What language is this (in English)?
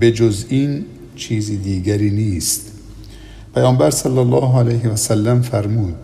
Persian